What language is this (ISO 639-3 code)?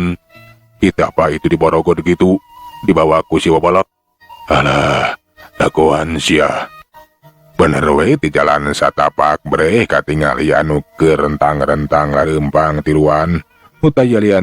sun